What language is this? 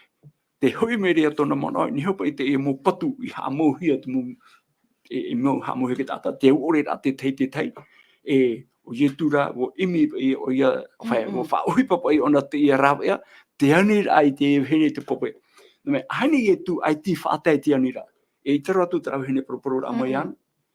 Tahitian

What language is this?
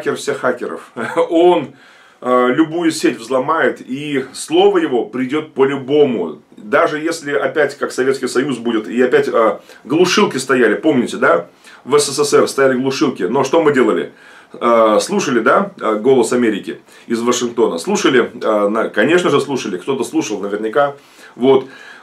Russian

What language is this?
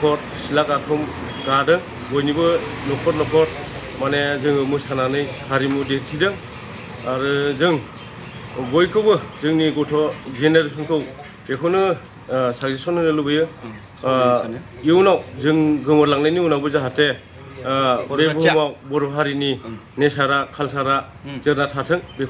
Bodo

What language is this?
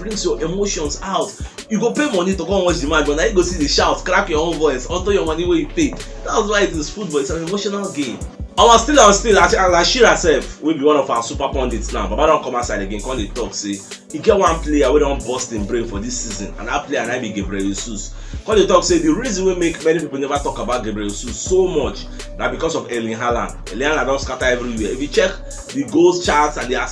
Nigerian Pidgin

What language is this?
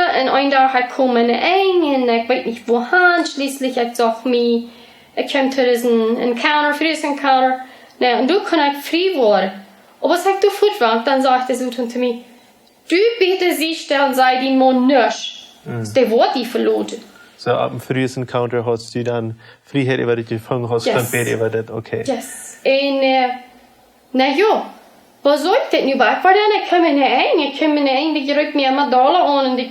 Plautdietsch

